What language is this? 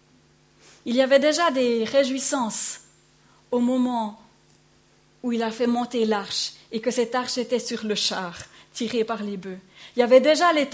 French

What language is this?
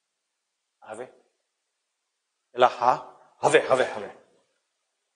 Gujarati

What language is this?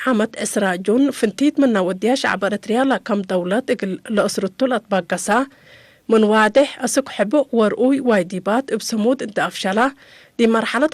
Tigre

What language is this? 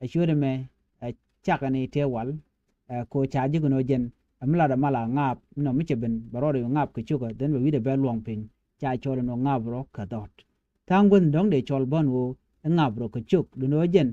Nuer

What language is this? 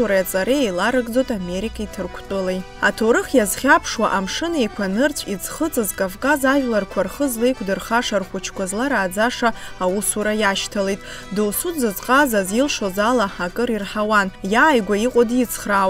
Abkhazian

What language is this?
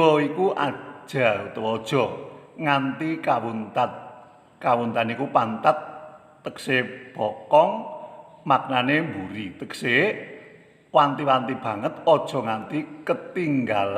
Javanese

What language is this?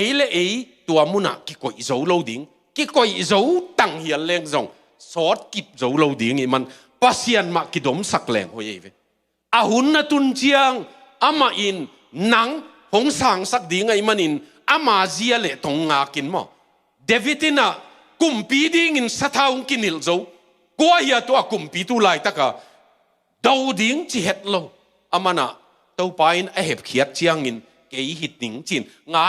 Tedim Chin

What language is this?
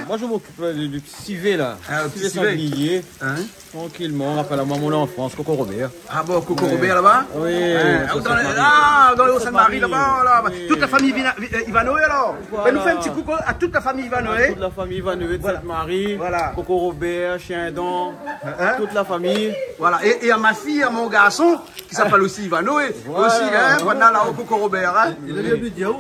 Réunion Creole French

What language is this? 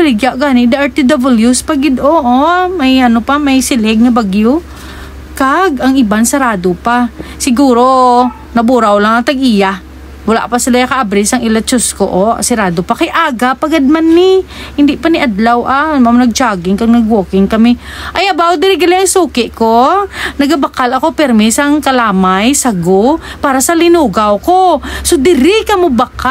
Hiligaynon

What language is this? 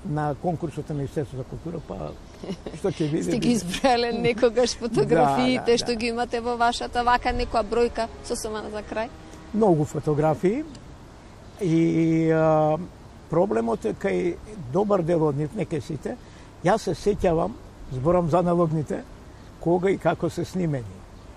Macedonian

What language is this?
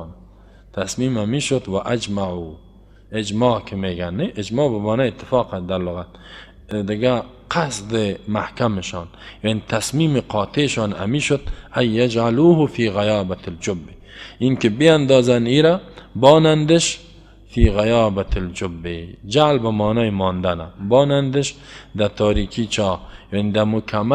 Persian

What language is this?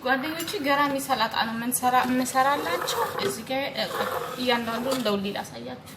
Amharic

